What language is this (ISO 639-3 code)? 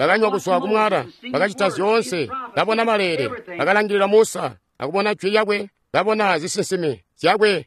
toi